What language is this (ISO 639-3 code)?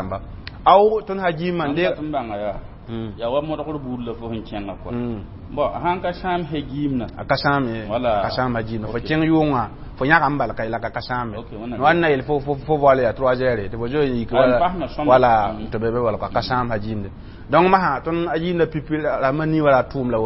mos